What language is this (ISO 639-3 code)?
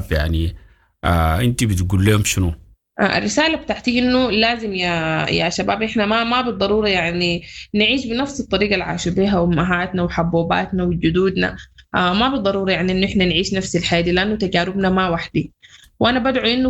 apd